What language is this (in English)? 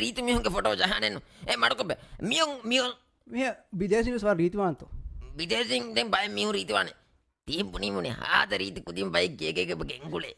Divehi